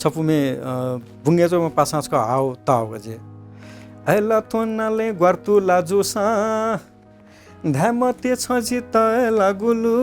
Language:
Newari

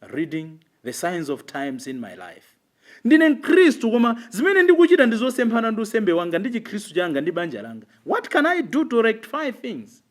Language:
Nyanja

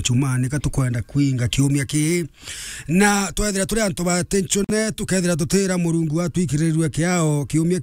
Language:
Meru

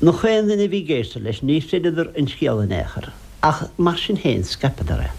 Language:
Irish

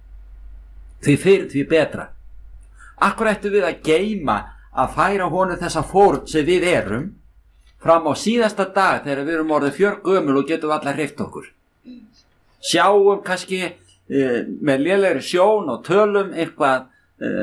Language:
Icelandic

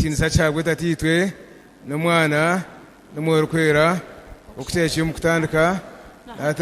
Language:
Nyankole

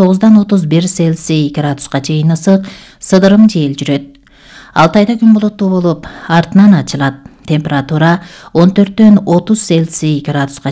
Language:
Kyrgyz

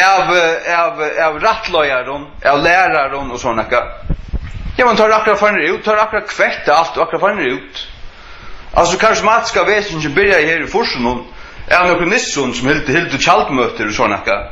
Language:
Faroese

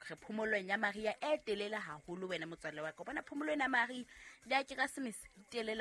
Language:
Southern Sotho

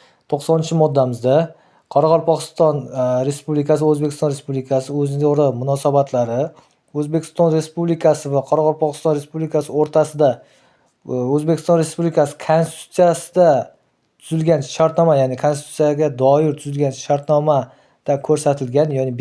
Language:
Uzbek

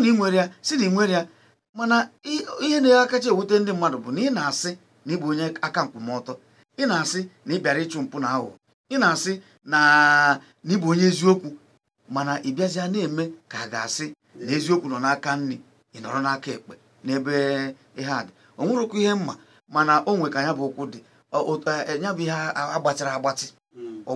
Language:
Igbo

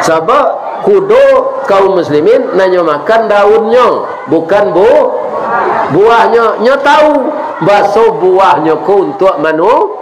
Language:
Minangkabau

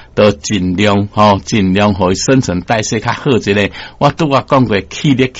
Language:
Min Nan Chinese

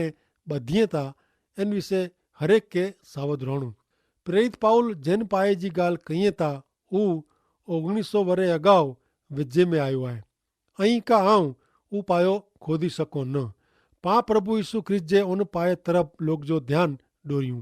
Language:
Kachhi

